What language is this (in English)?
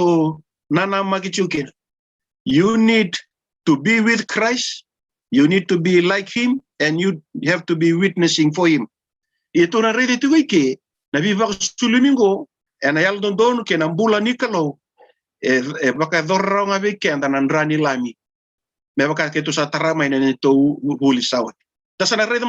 Fijian